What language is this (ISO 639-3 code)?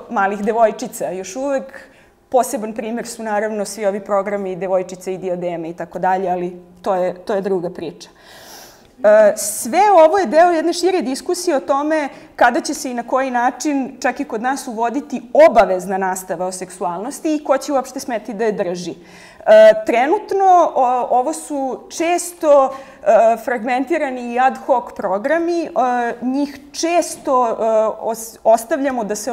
srp